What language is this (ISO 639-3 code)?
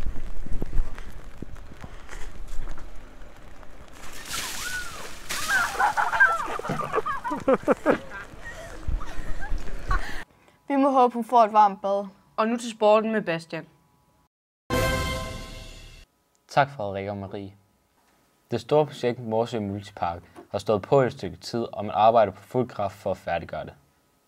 dan